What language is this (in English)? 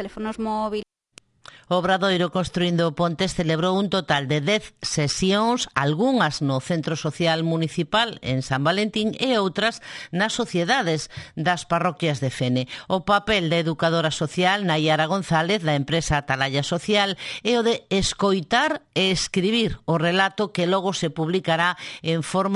Galician